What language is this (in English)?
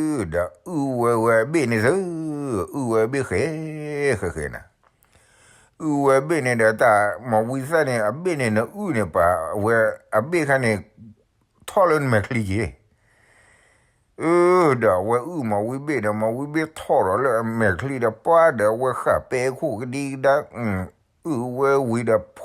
S'gaw Karen